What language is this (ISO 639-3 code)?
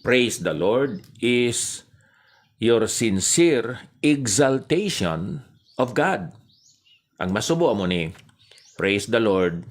hil